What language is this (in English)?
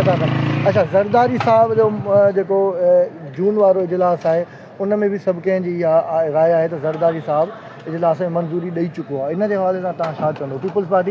Sindhi